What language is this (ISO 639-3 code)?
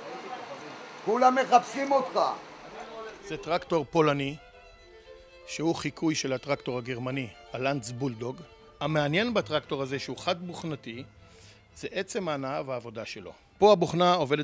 heb